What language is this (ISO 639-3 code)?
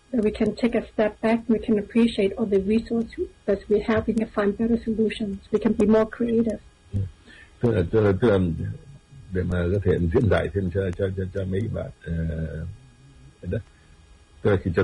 vie